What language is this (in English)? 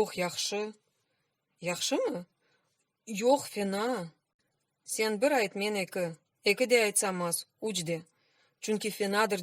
Crimean Tatar